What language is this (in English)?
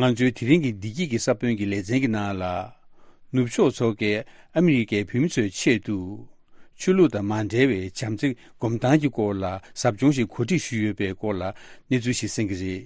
Tibetan